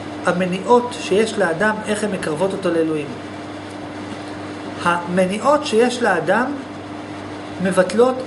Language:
Hebrew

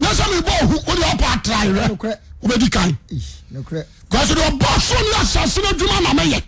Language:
Akan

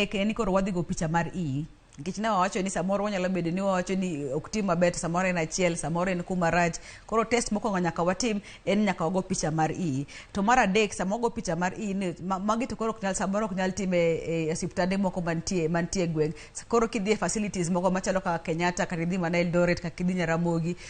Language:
Luo (Kenya and Tanzania)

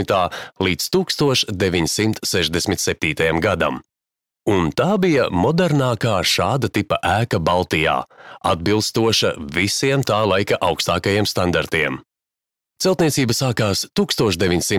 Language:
Latvian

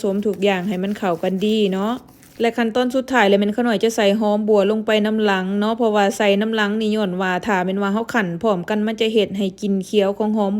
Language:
Lao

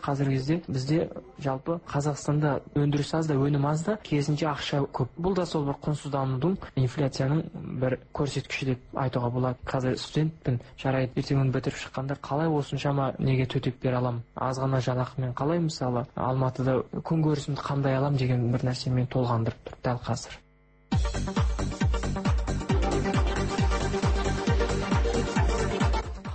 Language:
Kazakh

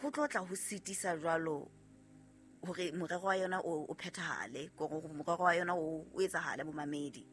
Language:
Southern Sotho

